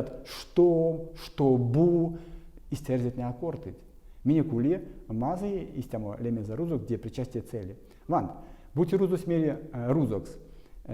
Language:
Erzya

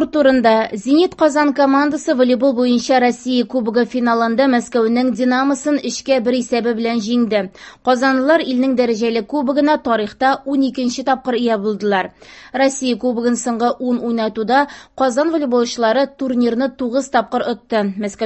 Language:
Tatar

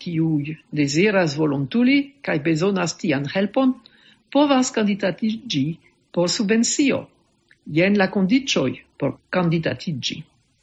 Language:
Esperanto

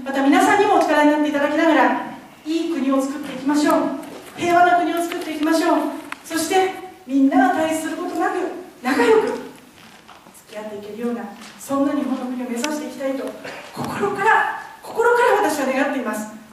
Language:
Japanese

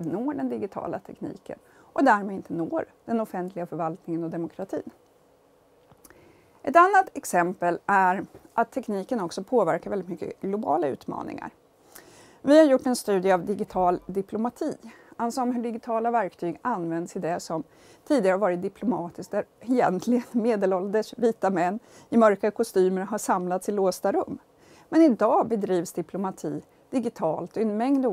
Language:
Swedish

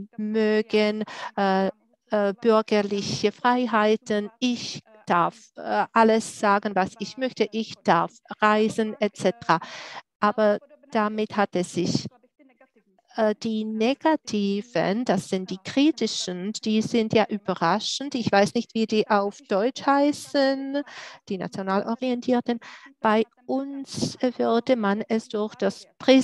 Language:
German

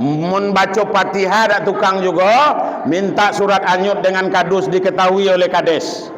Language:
Minangkabau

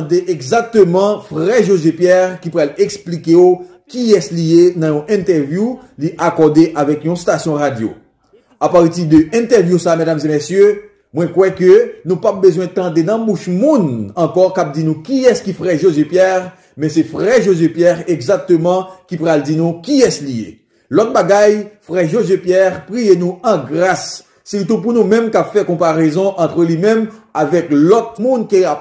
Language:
Haitian Creole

